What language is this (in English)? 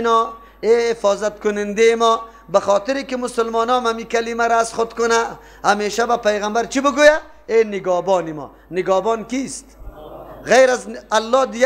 Persian